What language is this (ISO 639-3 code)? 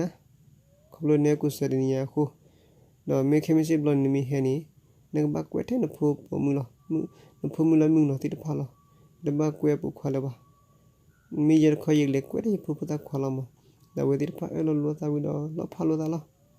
ksw